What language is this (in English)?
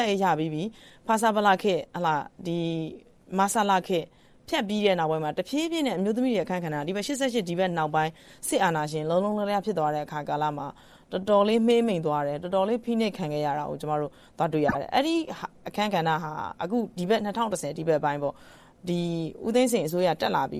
Burmese